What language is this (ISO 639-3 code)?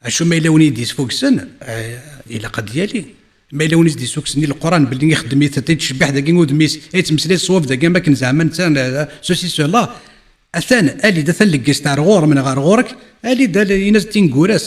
kab